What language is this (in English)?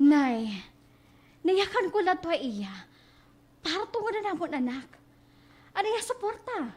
Waray